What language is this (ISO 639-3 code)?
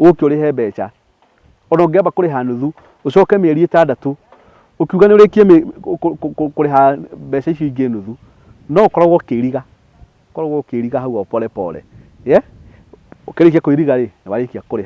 kik